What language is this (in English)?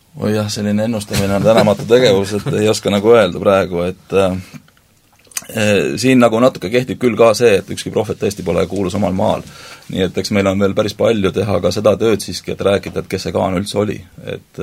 Estonian